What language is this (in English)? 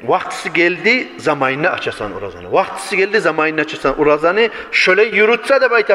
Kumyk